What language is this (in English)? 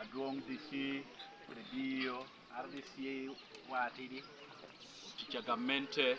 Lango (Uganda)